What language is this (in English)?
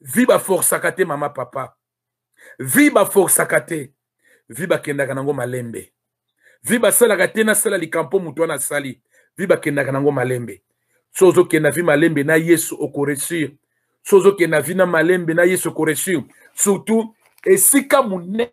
Lingala